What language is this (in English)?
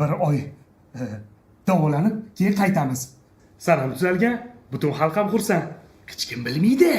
Uzbek